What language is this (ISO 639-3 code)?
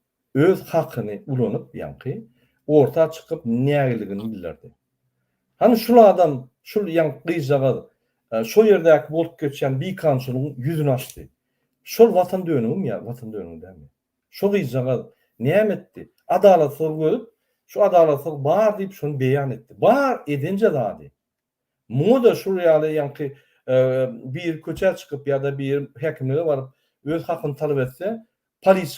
tuk